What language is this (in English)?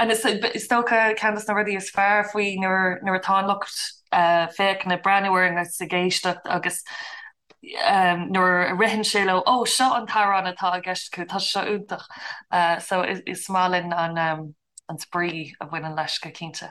Irish